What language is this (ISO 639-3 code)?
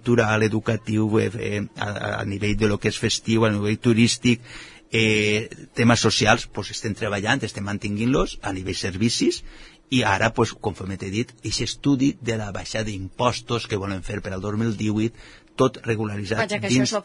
cat